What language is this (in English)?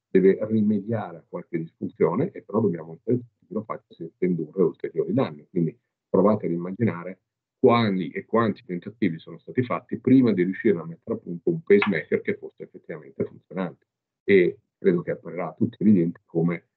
Italian